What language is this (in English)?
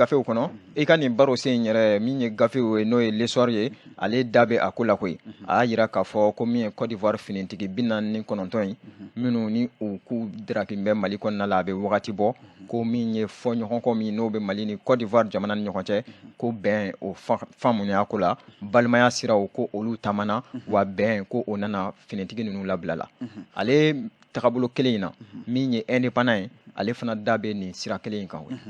Bambara